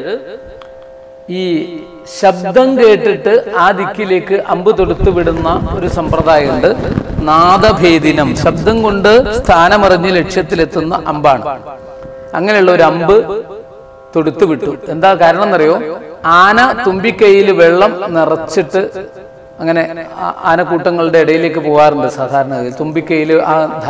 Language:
Malayalam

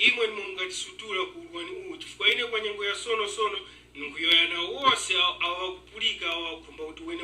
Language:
Tumbuka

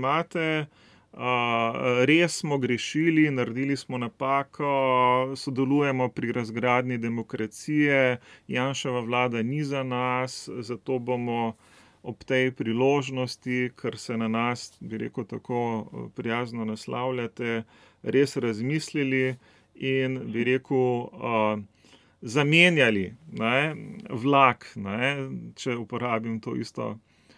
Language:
Slovenian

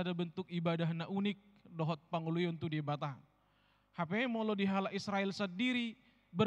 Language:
Batak Toba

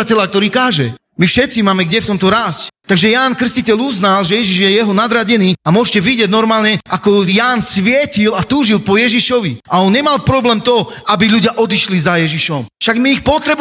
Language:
Slovak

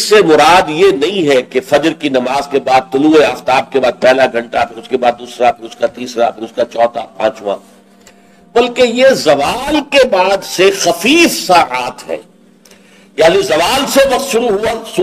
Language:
Urdu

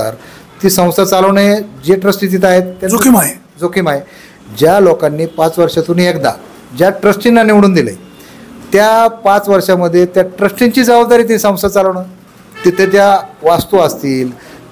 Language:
Marathi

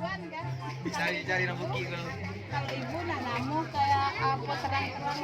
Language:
Minangkabau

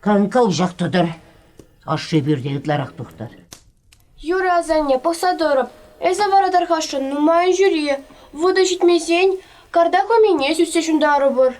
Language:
Chuvash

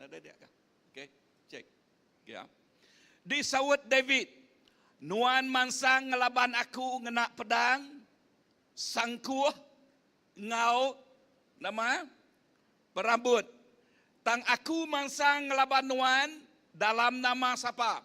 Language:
Iban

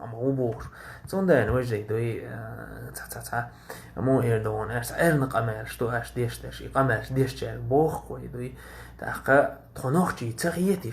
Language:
Chechen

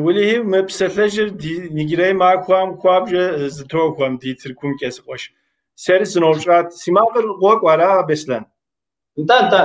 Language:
Kabardian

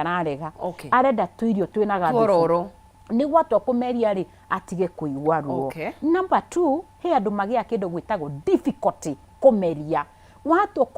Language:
Kikuyu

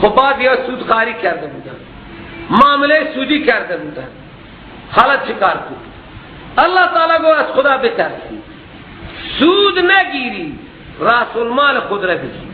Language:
Persian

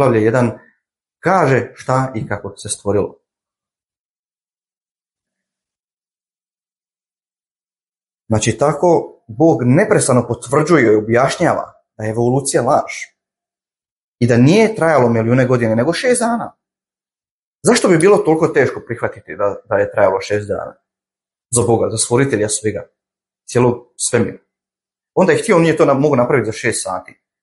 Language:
Croatian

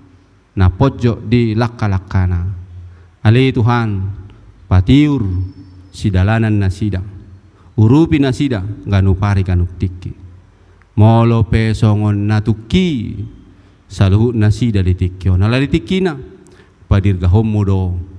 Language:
Batak Toba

